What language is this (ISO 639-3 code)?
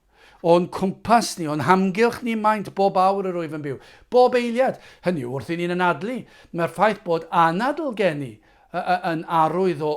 cym